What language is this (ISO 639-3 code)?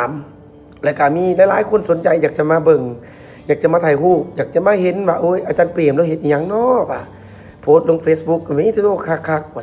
lao